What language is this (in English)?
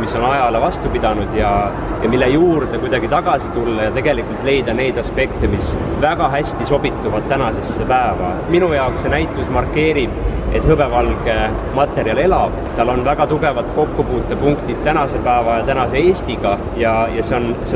Estonian